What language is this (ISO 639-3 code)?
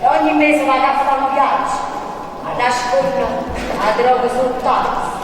nap